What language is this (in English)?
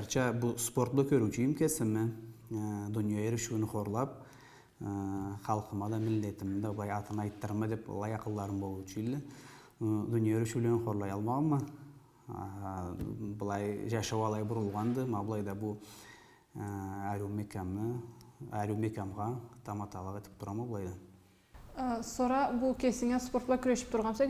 Karachay-Balkar